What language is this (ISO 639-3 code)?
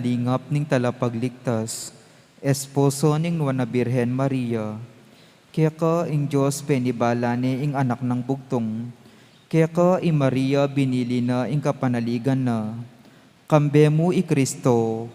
pam